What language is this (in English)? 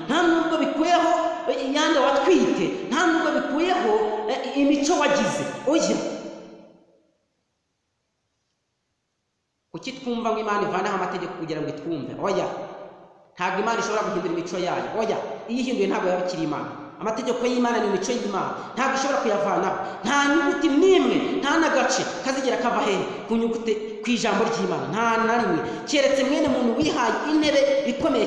Kinyarwanda